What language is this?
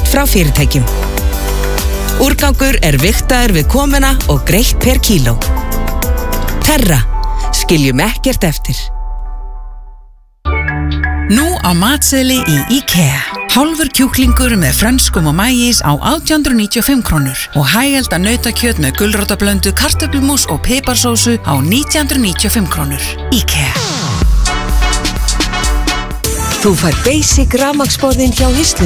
Icelandic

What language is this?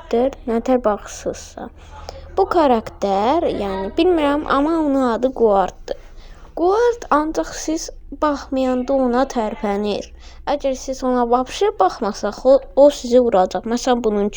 Azerbaijani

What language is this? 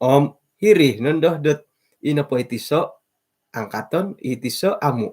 Central Dusun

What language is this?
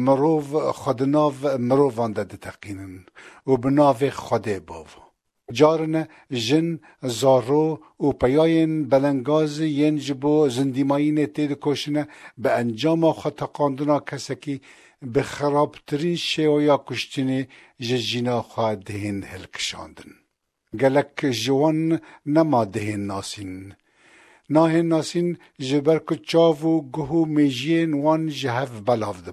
Kurdish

